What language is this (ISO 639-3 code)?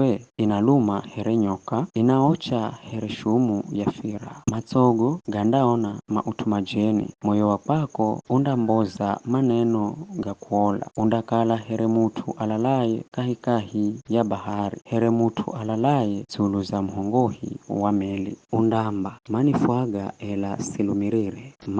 nyf